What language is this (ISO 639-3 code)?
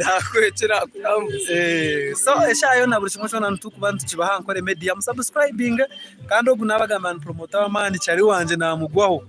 nyn